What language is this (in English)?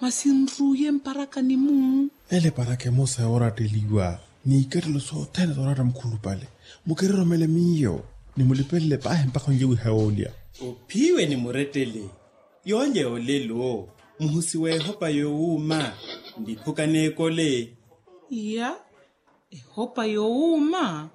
Makhuwa